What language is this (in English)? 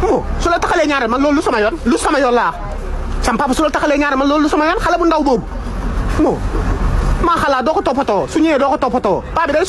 Wolof